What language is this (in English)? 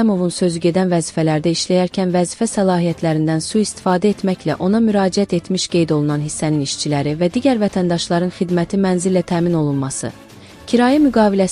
Azerbaijani